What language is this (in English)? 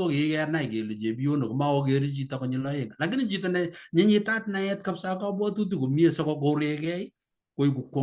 Kalenjin